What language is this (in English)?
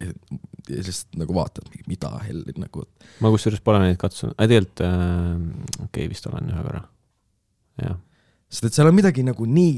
Estonian